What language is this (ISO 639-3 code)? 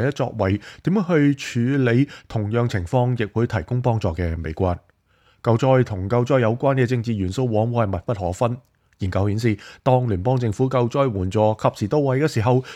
yue